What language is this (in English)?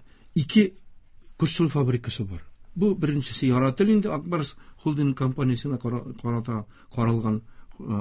Tatar